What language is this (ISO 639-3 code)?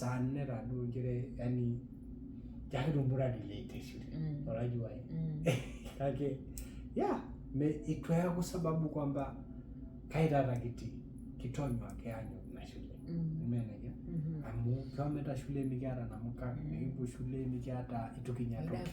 mas